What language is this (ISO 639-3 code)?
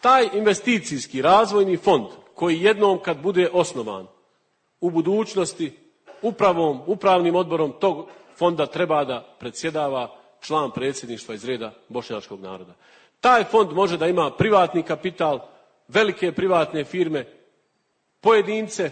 bos